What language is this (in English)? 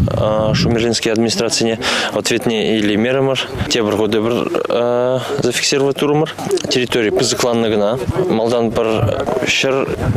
Chuvash